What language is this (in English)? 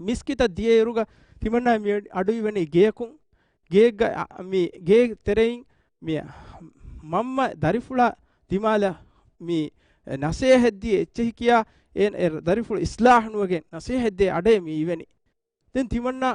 Divehi